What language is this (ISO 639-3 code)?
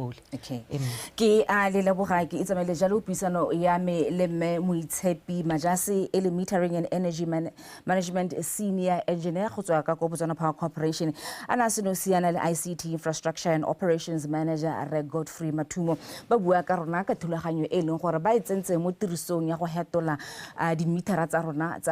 tsn